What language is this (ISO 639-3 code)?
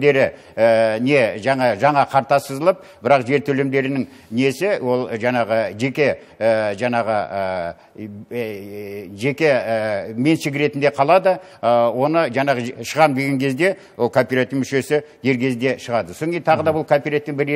kaz